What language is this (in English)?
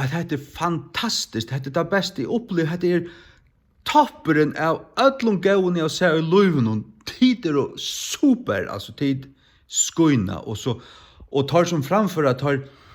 Faroese